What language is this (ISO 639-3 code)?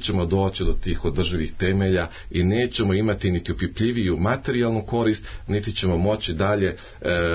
srp